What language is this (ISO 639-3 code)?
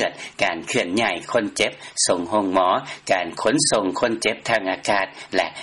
lao